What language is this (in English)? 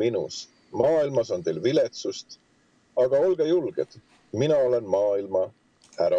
Estonian